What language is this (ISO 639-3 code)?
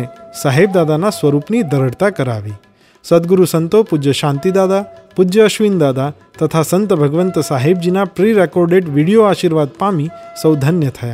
guj